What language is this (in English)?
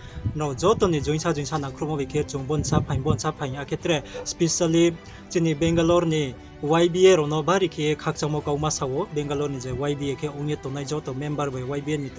Riang (India)